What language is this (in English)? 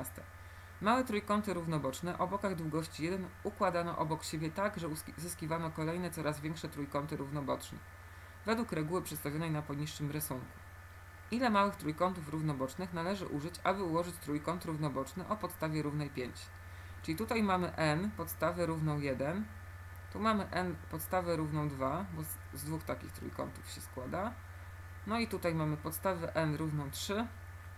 Polish